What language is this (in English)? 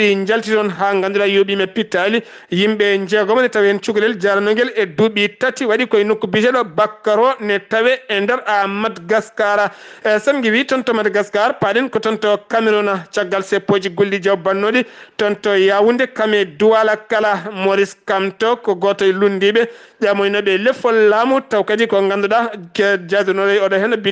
Fula